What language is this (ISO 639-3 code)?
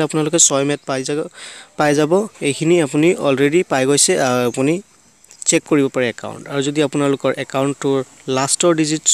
asm